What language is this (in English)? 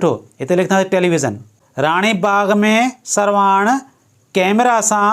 Sindhi